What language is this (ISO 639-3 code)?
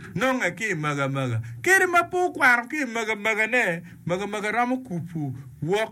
ach